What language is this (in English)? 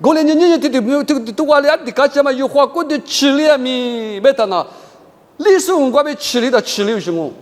Lisu